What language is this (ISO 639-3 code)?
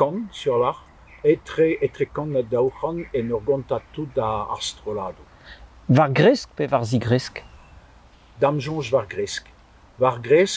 bre